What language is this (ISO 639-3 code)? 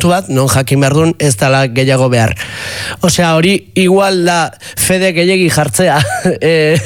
eus